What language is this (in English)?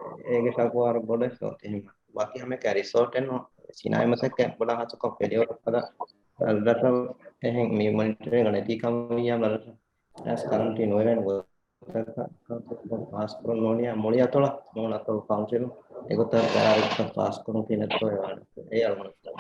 Divehi